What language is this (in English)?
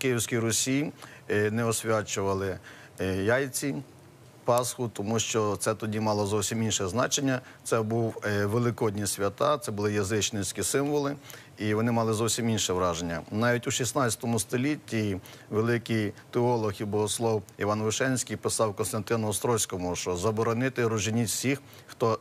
Ukrainian